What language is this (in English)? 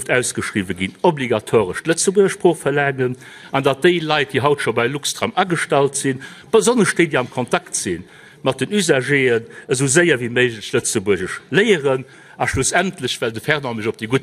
Luxembourgish